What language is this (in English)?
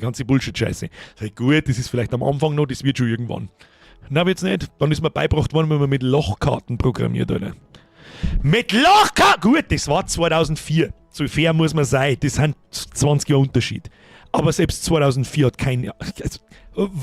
Bavarian